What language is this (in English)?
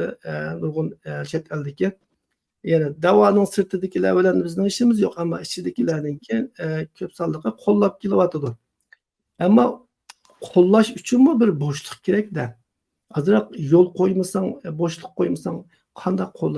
Uyghur